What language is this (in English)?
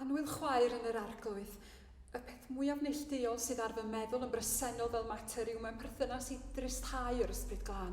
Welsh